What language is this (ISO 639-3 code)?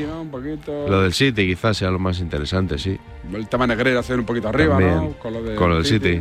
spa